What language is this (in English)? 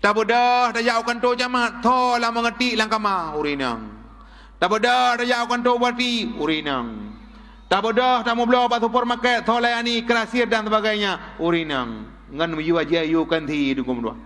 Achinese